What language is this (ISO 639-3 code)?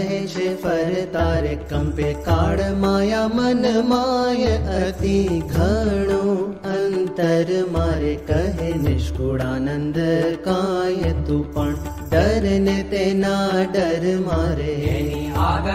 guj